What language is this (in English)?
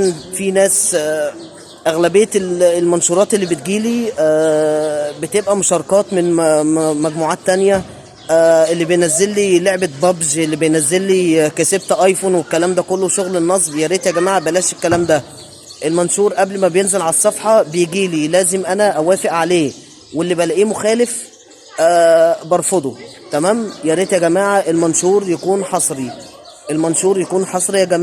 Egyptian Arabic